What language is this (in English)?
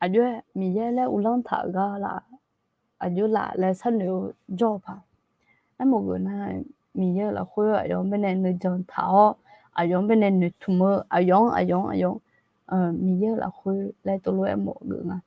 Akha